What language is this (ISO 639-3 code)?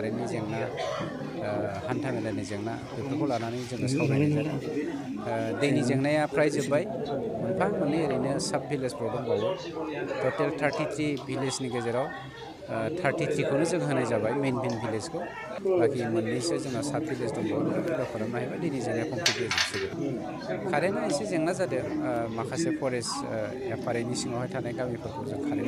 brx